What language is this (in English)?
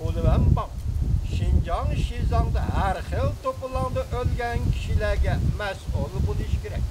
Uyghur